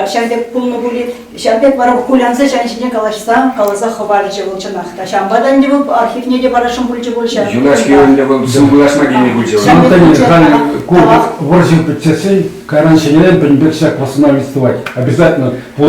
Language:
Chuvash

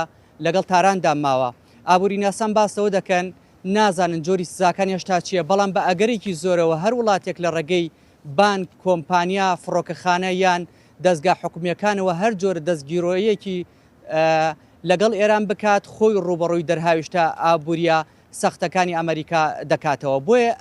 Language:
Central Kurdish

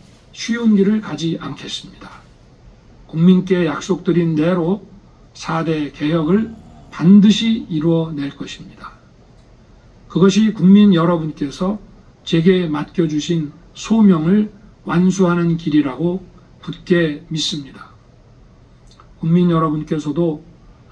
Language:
Korean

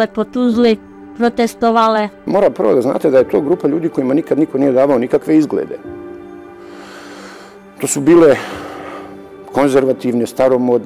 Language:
Bosnian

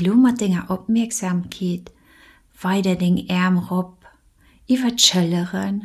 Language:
Luxembourgish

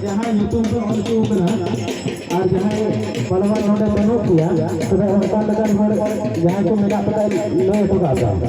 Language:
Santali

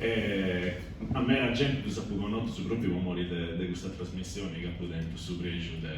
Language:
Sardinian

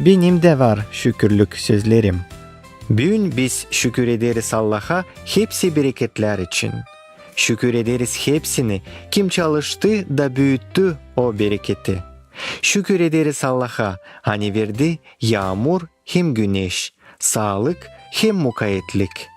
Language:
Gagauz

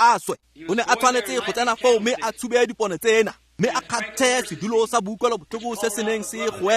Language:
Tswana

